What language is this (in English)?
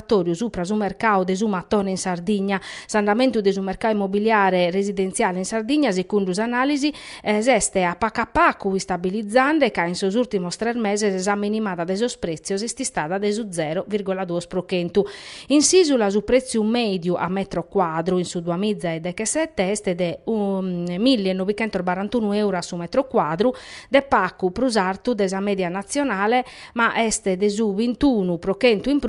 Sardinian